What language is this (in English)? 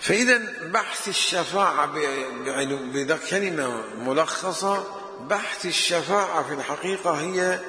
Mesopotamian Arabic